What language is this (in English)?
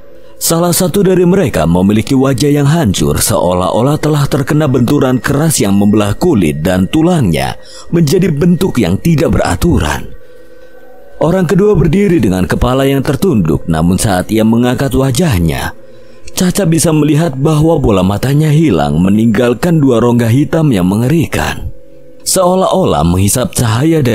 Indonesian